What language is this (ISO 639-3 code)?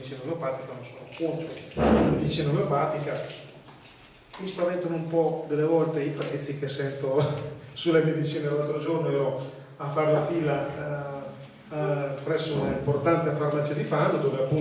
ita